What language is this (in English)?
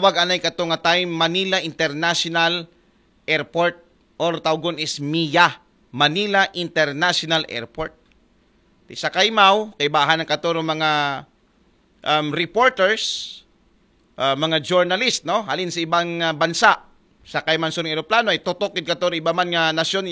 Aklanon